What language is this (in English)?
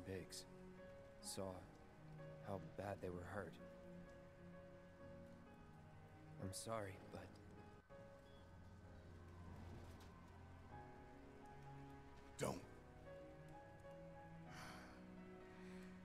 English